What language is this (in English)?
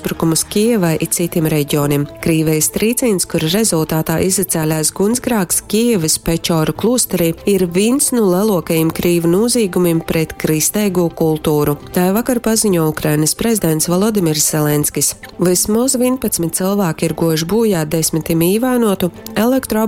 Latgalian